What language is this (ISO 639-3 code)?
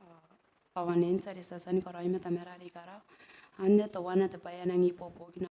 gil